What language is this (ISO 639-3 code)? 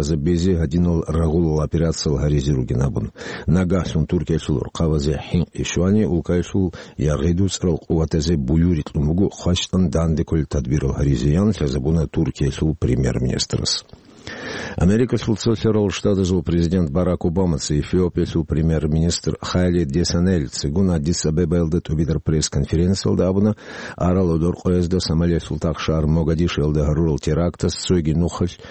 ava